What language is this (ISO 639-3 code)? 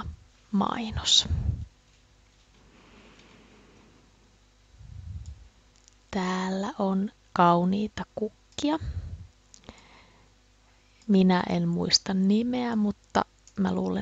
fin